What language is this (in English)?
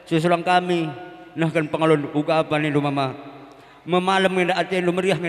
Batak Karo